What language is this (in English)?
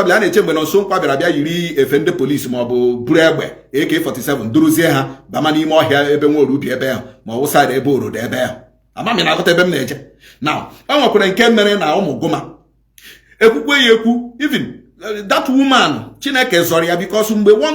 Igbo